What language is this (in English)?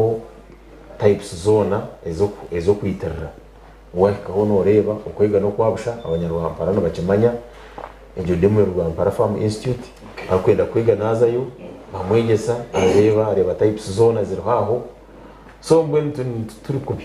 Nyankole